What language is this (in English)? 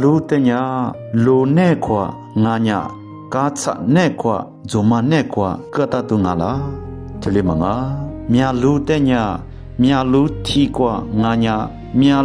Lisu